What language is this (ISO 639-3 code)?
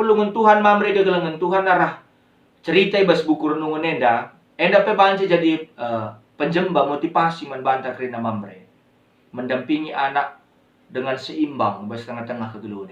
btx